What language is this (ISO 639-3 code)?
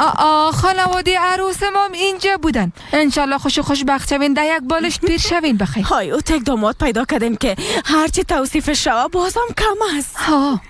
fas